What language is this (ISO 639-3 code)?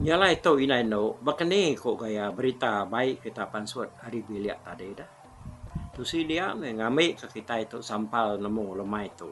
iba